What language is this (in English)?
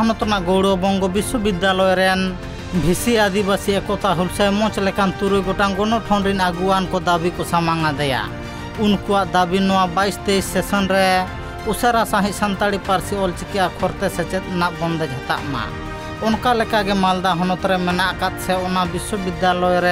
Santali